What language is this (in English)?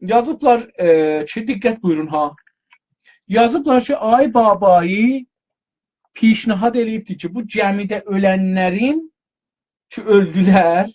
South Azerbaijani